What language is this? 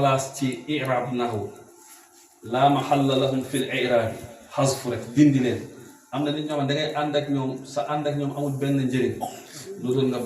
Wolof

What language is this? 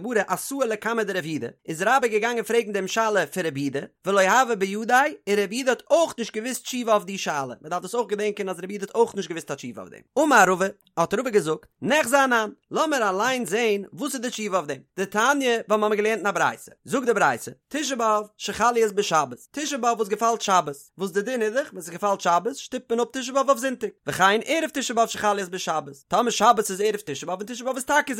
Yiddish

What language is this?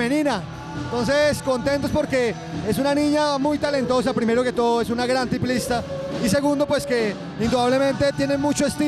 Spanish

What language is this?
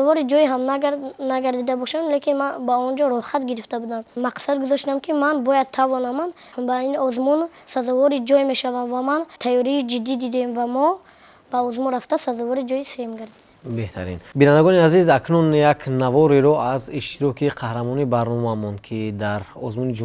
Tajik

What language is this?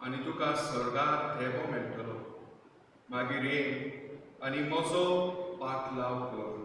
Konkani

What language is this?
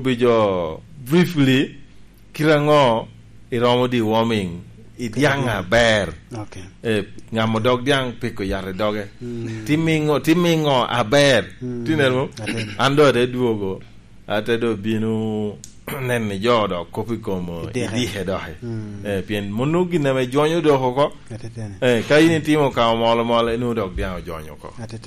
Lango (Uganda)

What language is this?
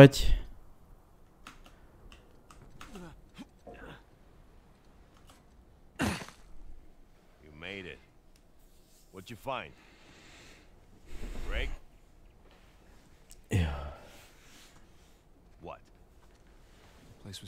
Hungarian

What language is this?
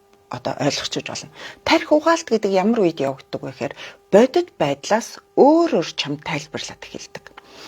Mongolian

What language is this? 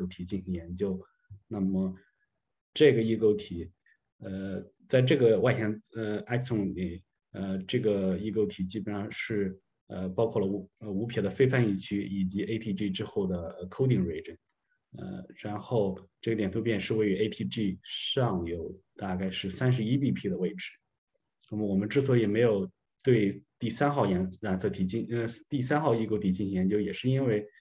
Chinese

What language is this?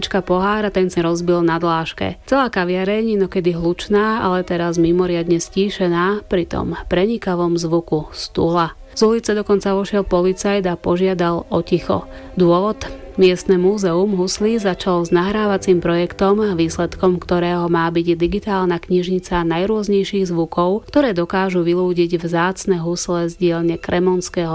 Slovak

